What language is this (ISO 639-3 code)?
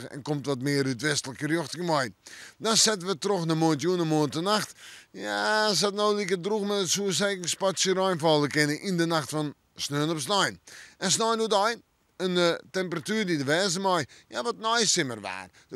fry